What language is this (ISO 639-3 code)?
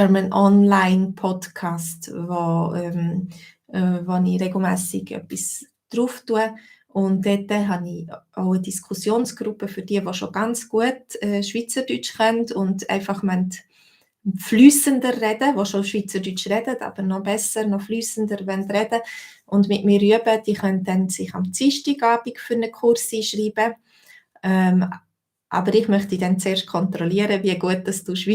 gsw